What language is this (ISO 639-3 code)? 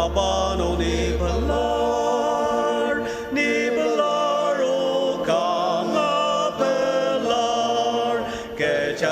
njo